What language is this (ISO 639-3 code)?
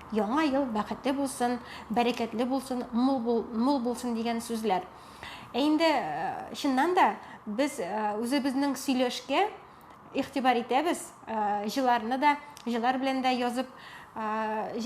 tat